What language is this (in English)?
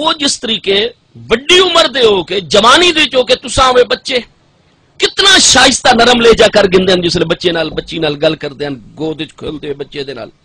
Saraiki